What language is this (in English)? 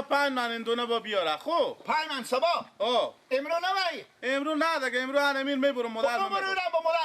Persian